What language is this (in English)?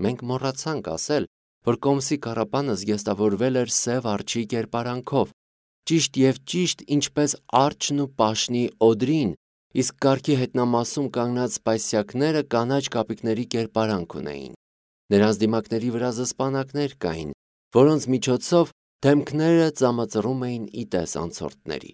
Armenian